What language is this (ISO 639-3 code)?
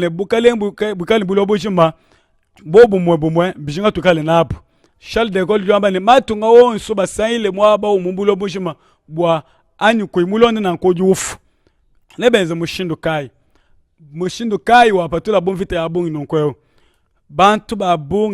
lua